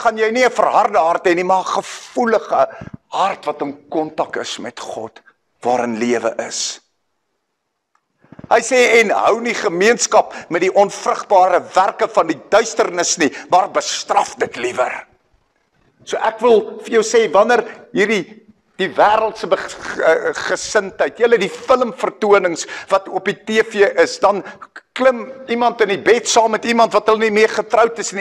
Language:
Afrikaans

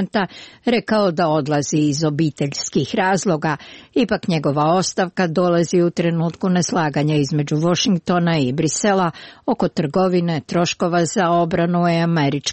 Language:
Croatian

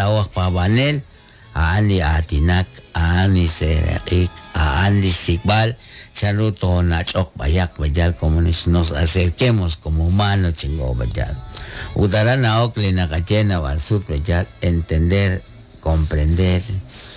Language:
Kekchí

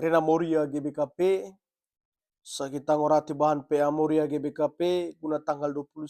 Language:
Batak Karo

